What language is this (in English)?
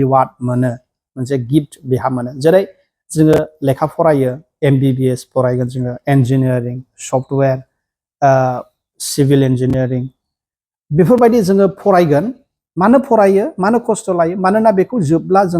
Bodo